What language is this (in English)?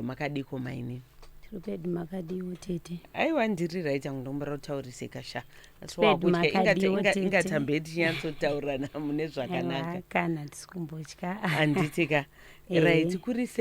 Shona